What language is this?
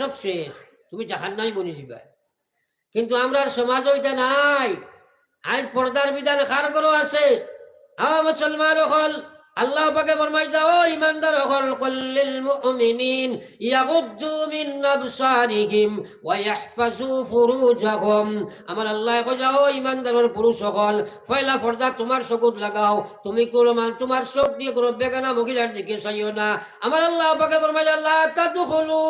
Sylheti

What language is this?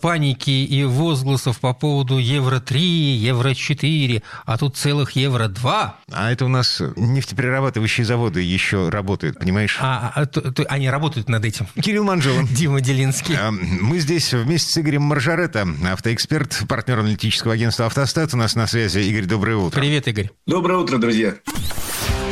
Russian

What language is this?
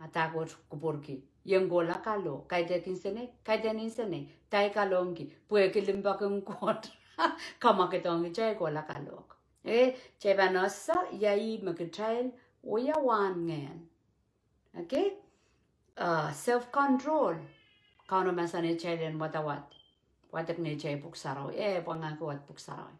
Pohnpeian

